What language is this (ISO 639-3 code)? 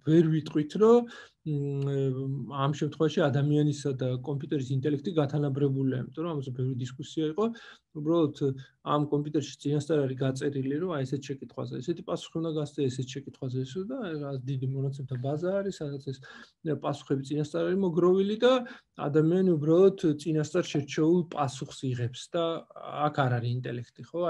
kat